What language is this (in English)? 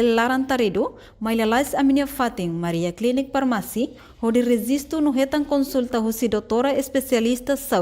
Tetum